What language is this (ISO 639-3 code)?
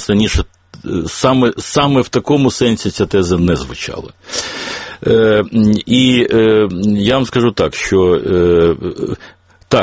ukr